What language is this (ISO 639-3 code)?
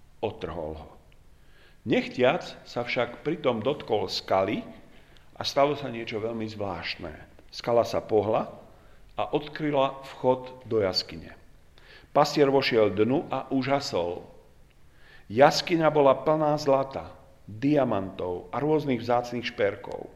slk